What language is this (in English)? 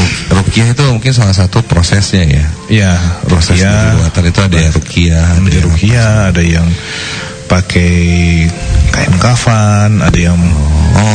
Indonesian